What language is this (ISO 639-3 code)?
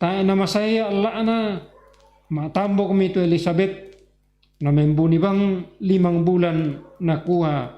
sda